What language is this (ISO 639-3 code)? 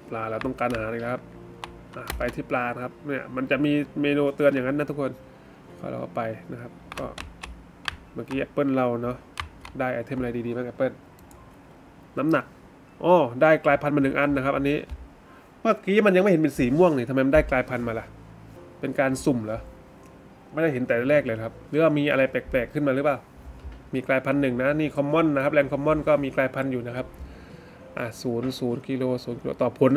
tha